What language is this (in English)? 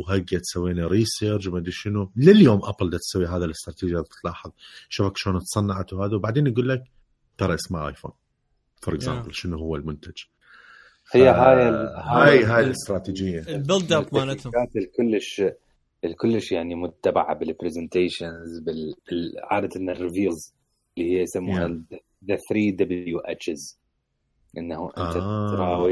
Mesopotamian Arabic